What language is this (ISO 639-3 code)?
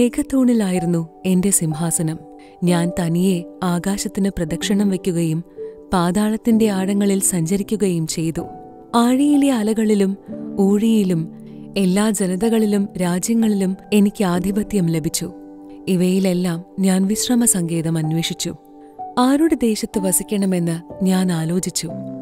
mal